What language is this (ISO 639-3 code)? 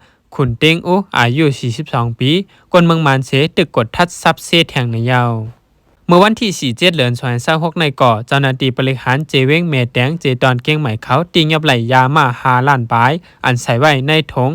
shn